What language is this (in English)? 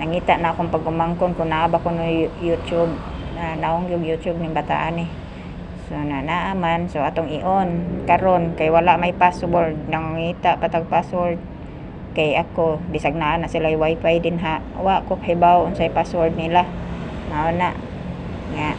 Cebuano